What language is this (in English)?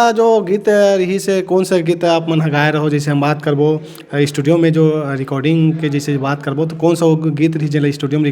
Chhattisgarhi